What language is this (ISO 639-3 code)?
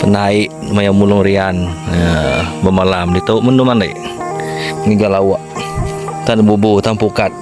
iba